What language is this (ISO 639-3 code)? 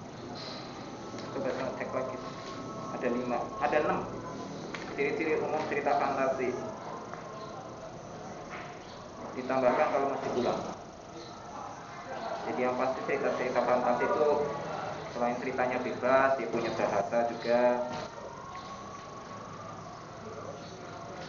ind